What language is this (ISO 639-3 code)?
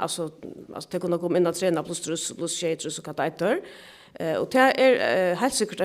fao